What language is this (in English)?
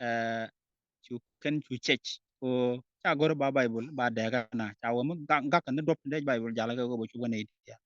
Nuer